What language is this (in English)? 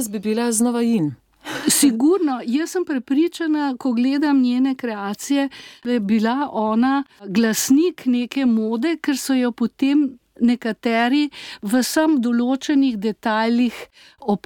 Slovenian